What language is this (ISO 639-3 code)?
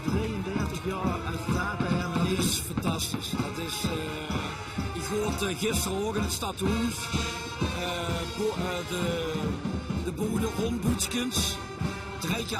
lim